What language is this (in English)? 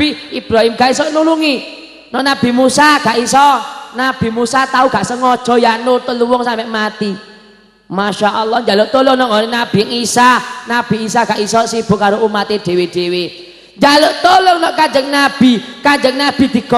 Javanese